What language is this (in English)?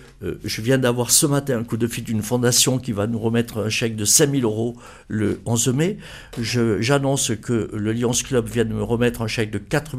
French